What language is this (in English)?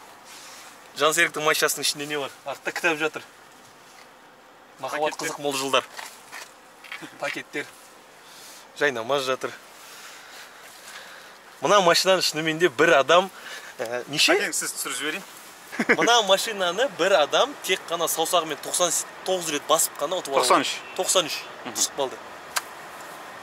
Kazakh